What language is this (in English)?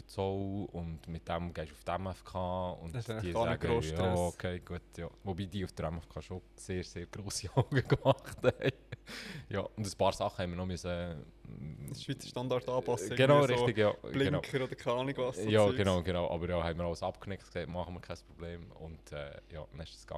Swiss German